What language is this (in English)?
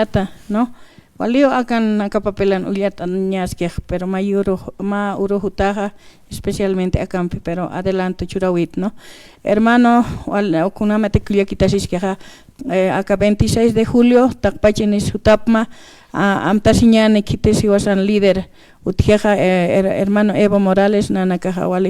Aymara